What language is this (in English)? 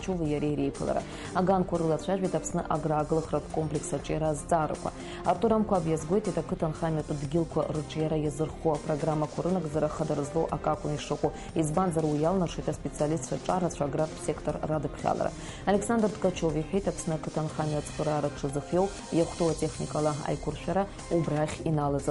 Abkhazian